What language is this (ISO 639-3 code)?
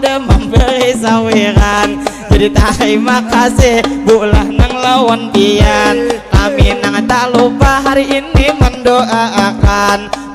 bjn